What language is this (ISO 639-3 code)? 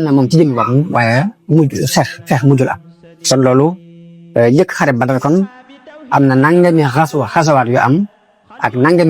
wol